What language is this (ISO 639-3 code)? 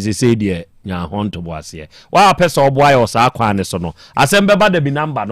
aka